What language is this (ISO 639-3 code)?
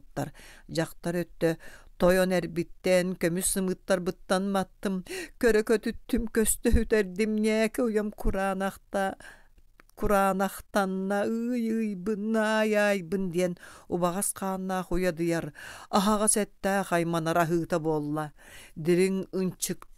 sah